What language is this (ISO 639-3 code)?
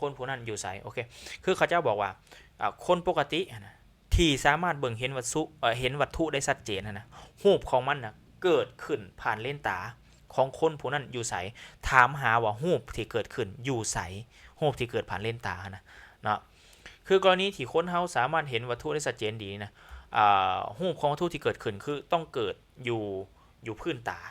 lao